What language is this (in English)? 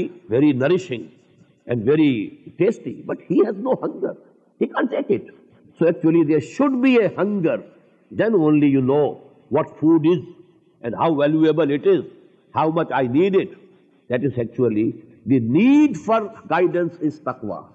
English